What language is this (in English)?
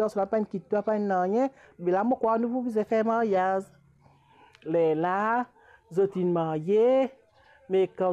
Morisyen